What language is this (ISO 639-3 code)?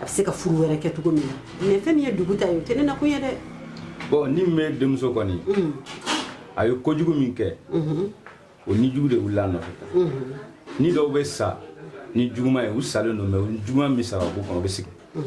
bam